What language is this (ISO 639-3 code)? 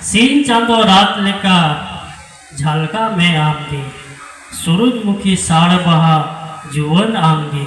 sat